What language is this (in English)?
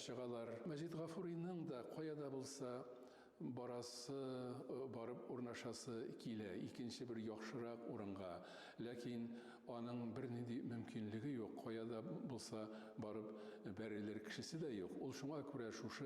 Tatar